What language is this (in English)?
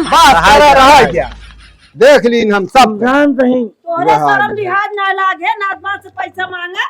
Awadhi